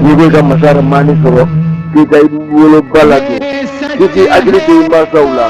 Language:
Bambara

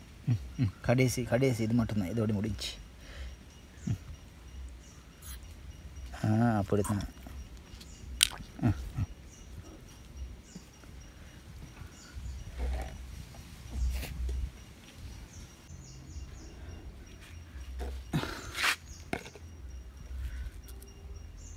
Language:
Tamil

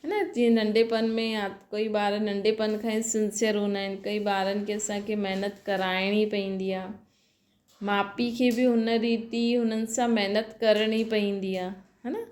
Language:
Sindhi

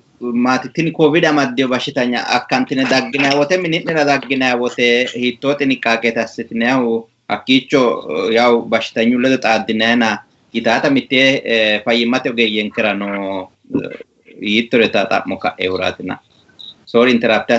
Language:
Sidamo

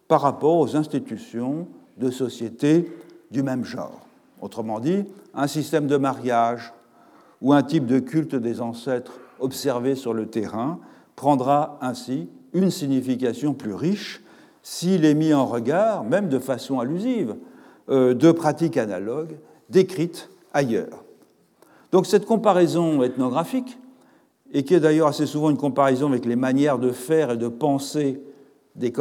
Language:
French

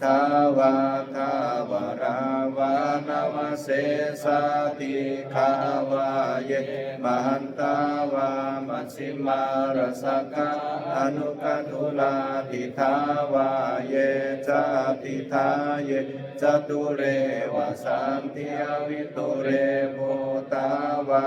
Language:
Pali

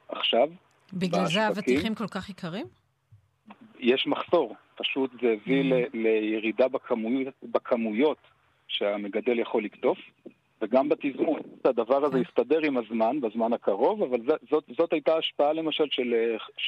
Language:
Hebrew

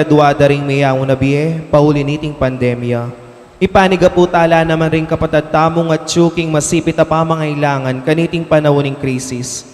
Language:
Pampanga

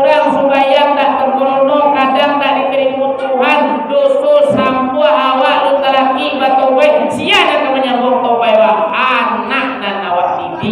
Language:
Minangkabau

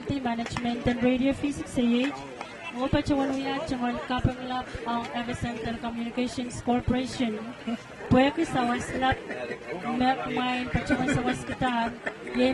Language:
Pohnpeian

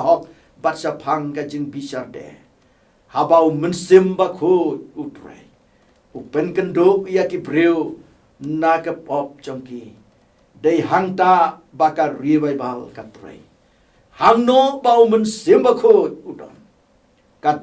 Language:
Khasi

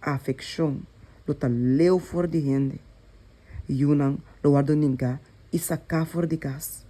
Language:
Papiamento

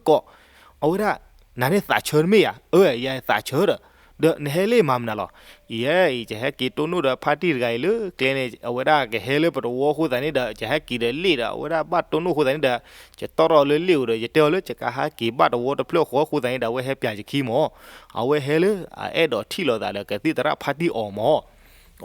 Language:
S'gaw Karen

